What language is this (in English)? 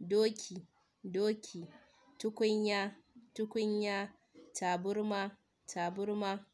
Hausa